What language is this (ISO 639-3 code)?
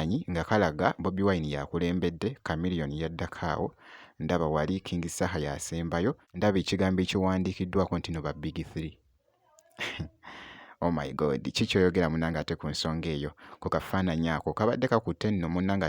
lug